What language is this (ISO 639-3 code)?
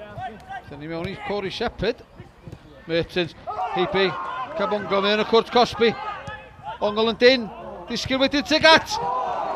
cym